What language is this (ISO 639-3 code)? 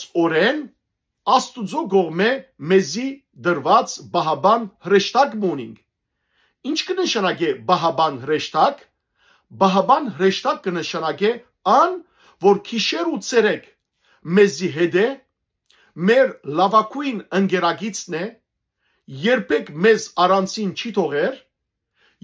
hyw